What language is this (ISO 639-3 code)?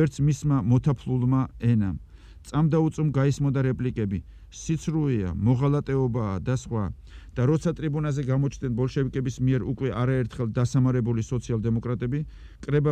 kat